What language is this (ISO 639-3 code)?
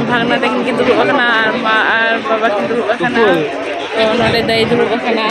sat